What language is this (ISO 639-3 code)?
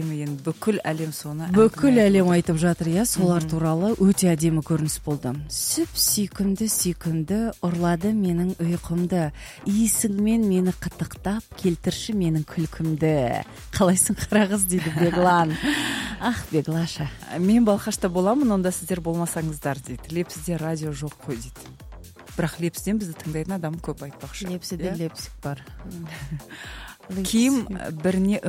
kaz